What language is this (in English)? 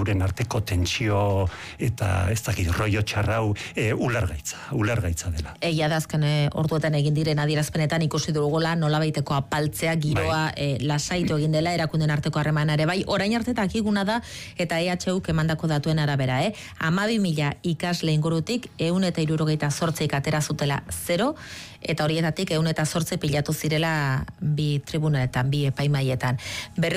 Basque